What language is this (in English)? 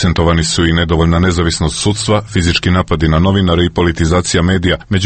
Serbian